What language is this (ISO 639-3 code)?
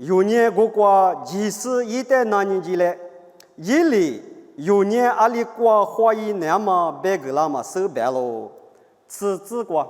lis